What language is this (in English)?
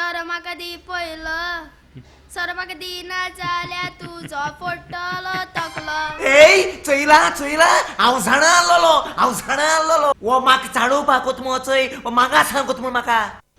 Konkani